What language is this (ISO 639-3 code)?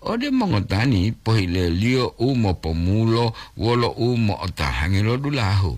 gor